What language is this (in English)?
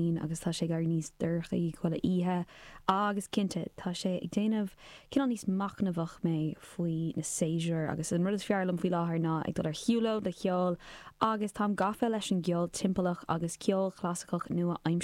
Irish